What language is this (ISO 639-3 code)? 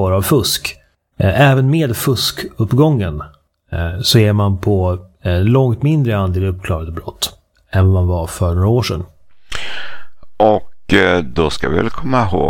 swe